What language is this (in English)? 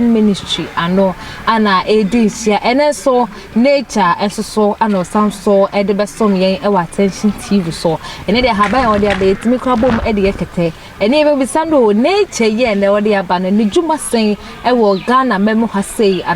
Akan